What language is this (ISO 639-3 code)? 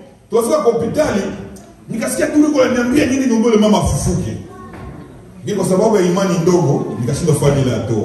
swa